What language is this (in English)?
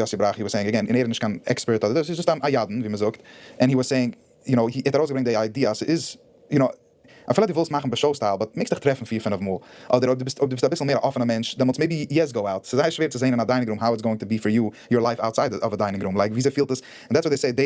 Yiddish